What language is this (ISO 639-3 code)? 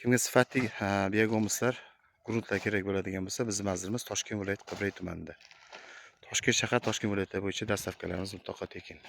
uzb